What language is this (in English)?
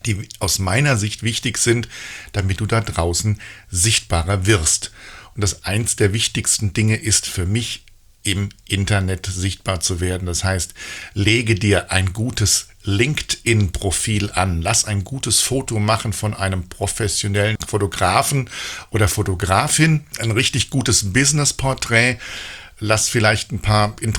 German